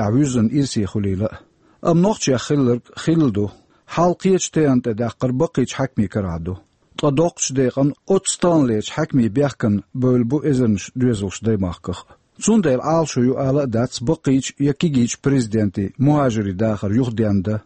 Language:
Chechen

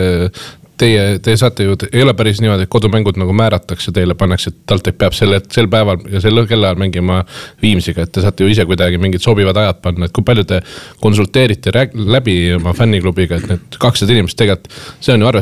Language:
Estonian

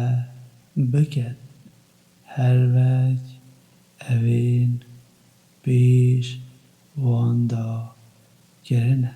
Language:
Kurdish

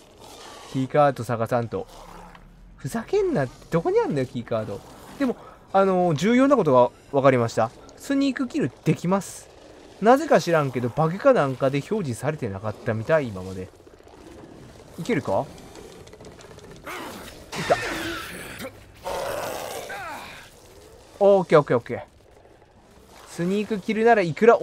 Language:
Japanese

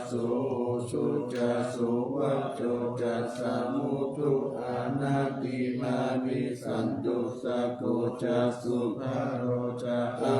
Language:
Pali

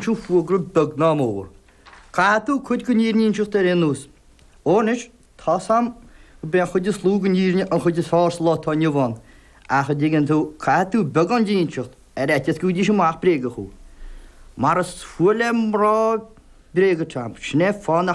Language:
Irish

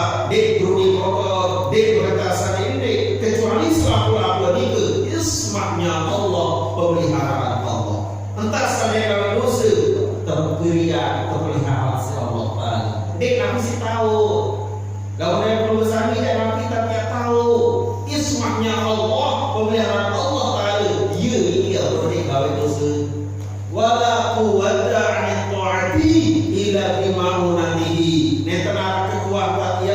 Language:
Sasak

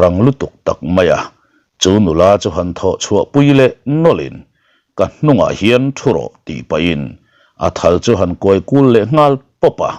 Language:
Mizo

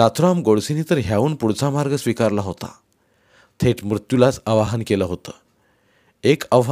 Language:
Marathi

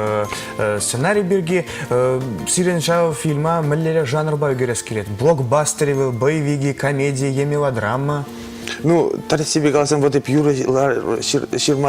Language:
Chuvash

